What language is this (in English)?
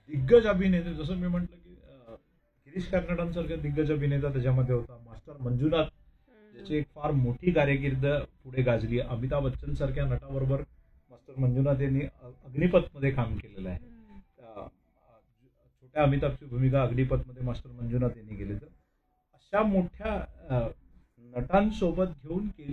Marathi